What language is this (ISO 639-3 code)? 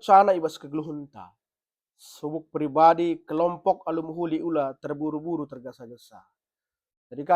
btx